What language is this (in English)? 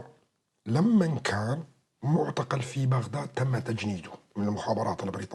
North Levantine Arabic